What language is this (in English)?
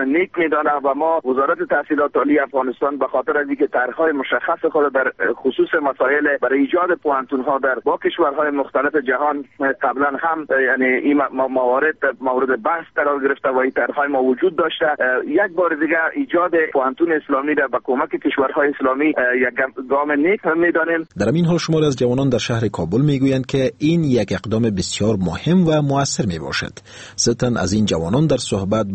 Persian